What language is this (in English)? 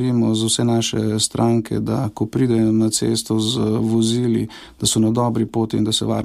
Slovenian